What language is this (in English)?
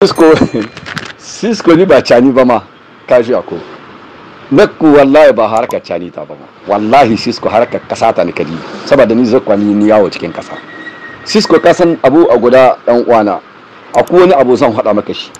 Hausa